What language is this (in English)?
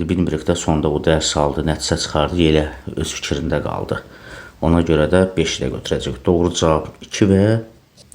Azerbaijani